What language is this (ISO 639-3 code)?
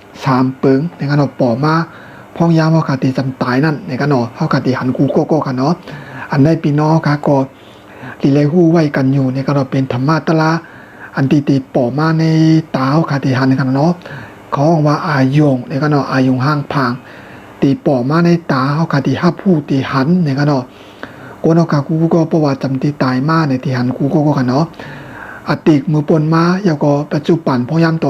shn